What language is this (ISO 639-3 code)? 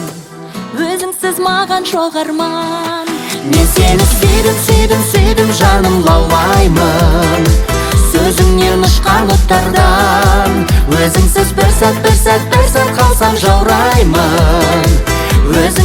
kaz